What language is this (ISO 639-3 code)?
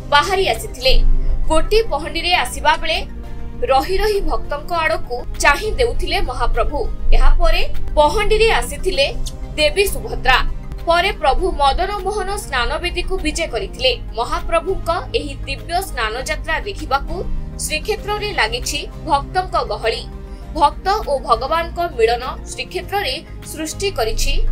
ori